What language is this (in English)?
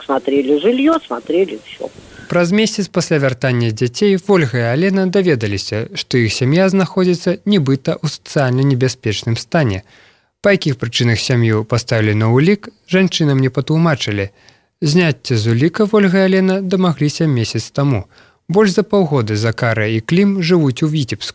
Belarusian